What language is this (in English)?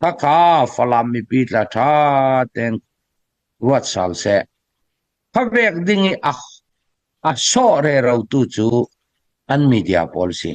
Hakha Chin